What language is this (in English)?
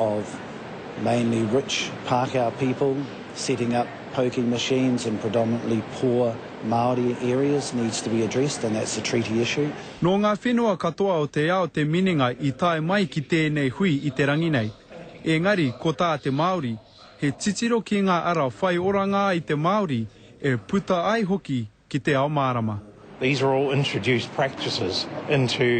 Māori